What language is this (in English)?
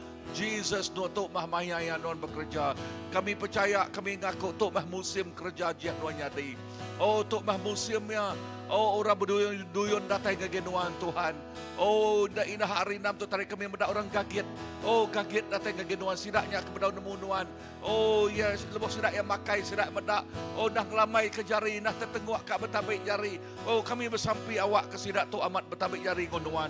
Iban